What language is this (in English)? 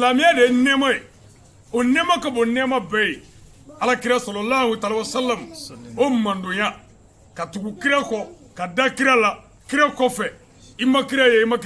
Bambara